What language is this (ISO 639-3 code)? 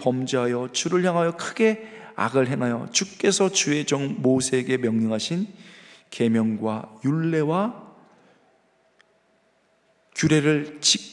kor